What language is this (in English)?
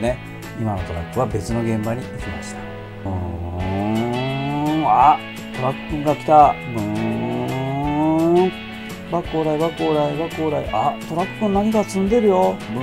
Japanese